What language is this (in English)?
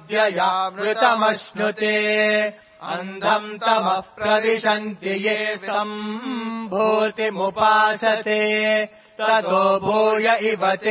Sanskrit